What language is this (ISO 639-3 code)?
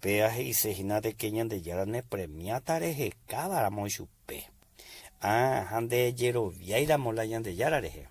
grn